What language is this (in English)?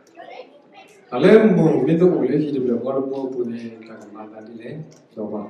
S'gaw Karen